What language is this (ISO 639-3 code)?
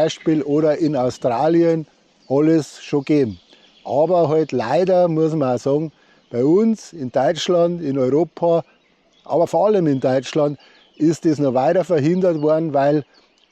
bar